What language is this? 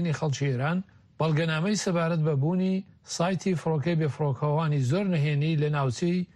Central Kurdish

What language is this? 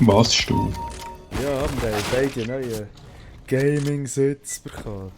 Swiss German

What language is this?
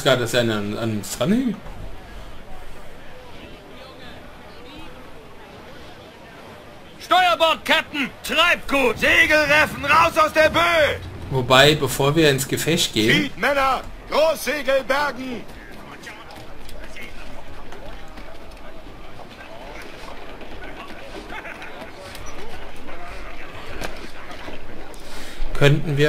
German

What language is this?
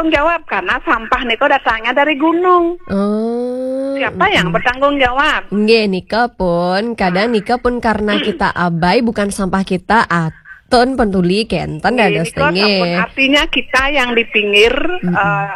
Balinese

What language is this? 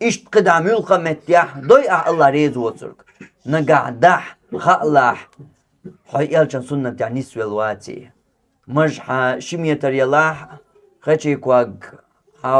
Chechen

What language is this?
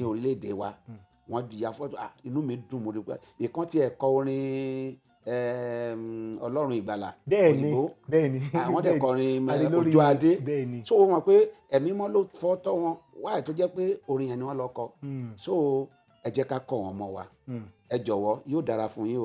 Yoruba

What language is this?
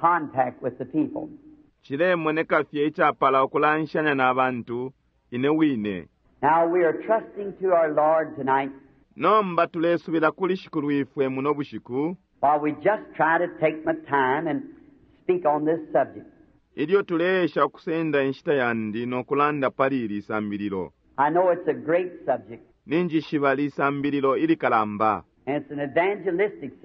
Bemba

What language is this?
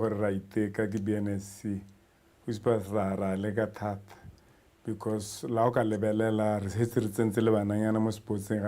Tswana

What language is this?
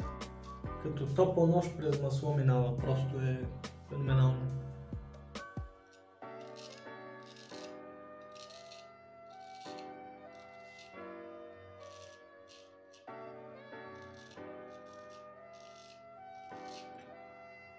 Bulgarian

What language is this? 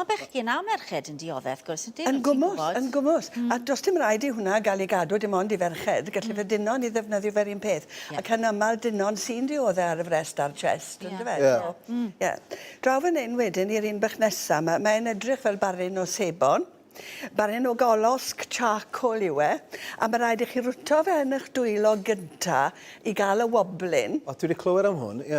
Welsh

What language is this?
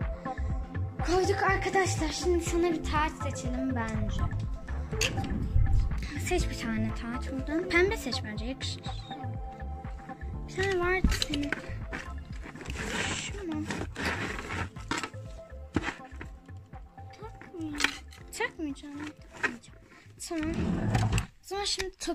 Turkish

